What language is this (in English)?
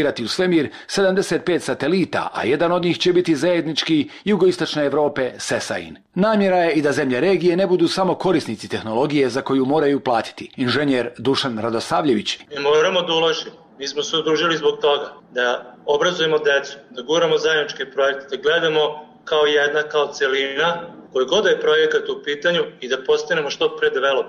Serbian